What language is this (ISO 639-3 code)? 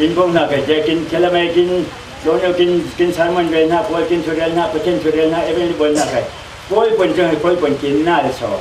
cfm